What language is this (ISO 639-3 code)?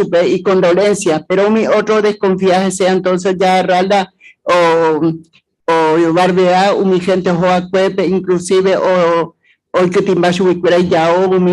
grn